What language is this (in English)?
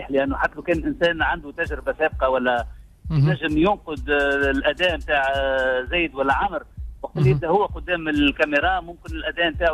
Tunisian Arabic